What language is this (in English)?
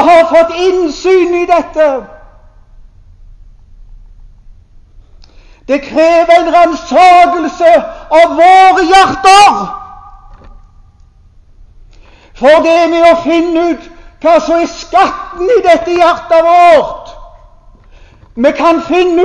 Norwegian